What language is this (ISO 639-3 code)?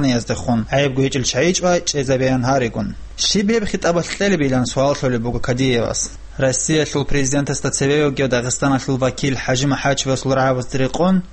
ava